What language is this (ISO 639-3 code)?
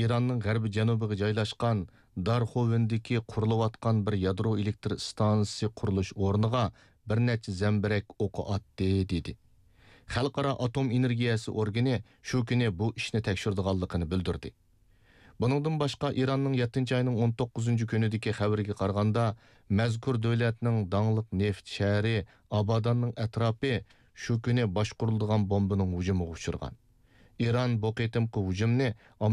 uig